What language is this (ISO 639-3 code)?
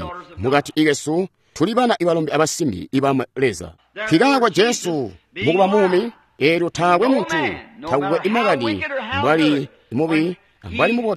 toi